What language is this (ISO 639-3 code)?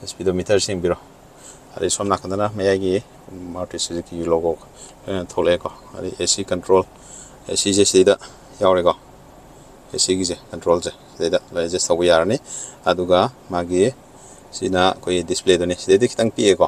mni